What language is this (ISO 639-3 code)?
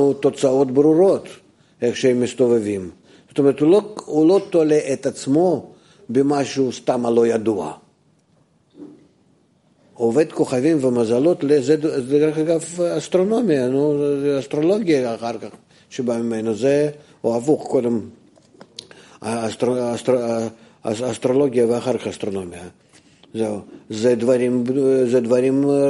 heb